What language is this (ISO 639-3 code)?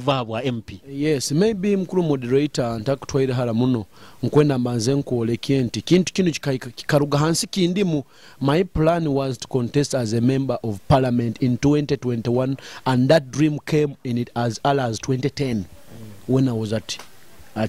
nyo